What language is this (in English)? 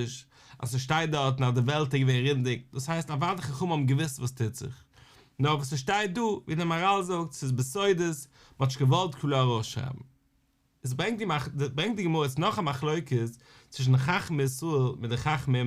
Yiddish